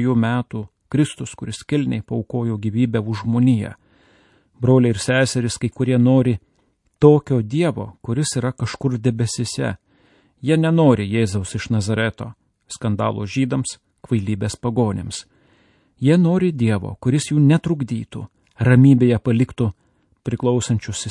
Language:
Lithuanian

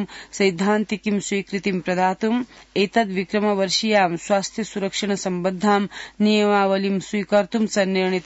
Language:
Sanskrit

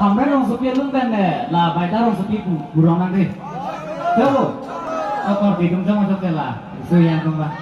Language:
Karbi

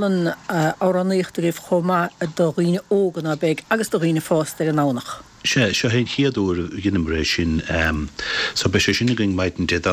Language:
Irish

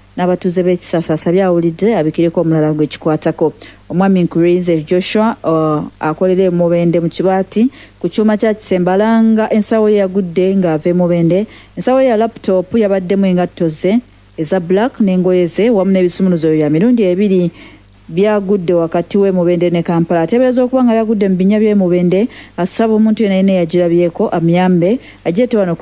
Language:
Ganda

